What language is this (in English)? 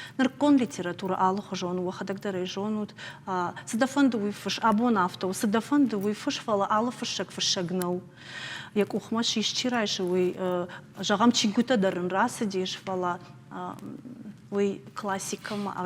Ossetic